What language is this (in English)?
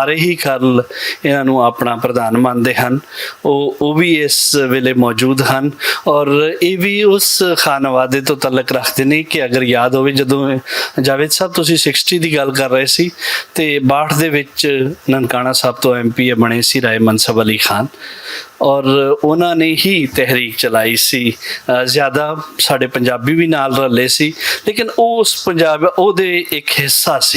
Western Panjabi